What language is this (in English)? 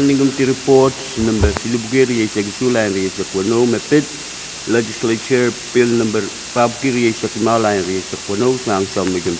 Pohnpeian